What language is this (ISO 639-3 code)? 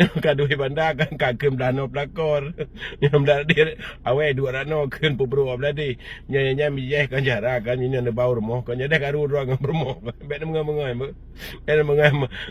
ace